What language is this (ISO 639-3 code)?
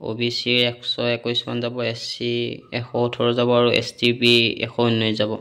asm